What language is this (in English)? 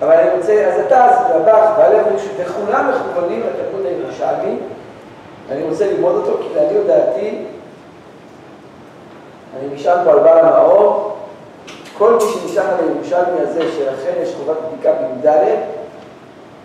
Hebrew